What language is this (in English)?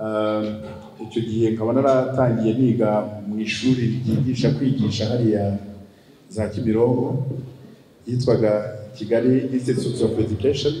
Kinyarwanda